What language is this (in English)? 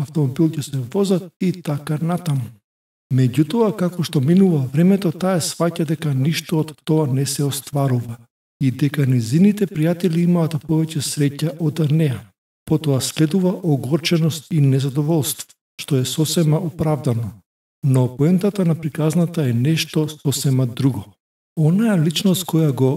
Macedonian